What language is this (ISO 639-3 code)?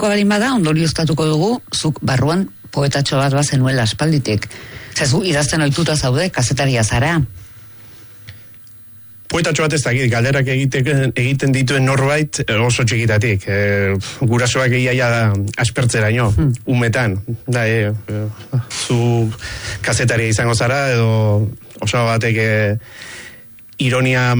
eus